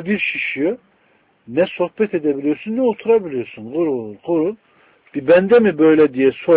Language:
Turkish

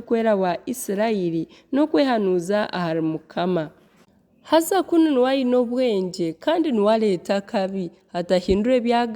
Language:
Nyankole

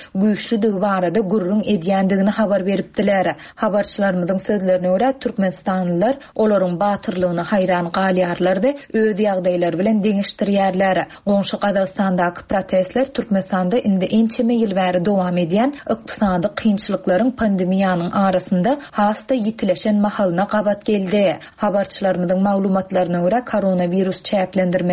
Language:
Turkmen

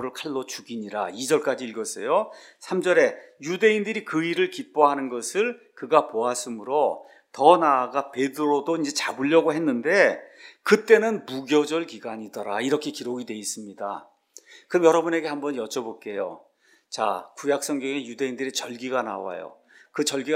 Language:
Korean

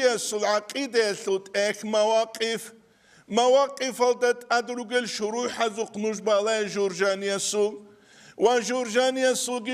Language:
Avaric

